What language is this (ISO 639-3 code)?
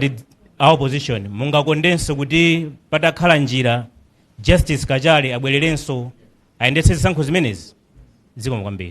nya